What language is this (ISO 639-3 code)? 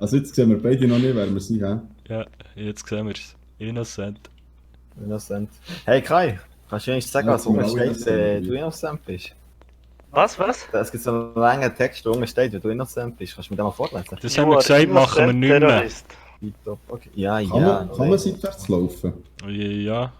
gsw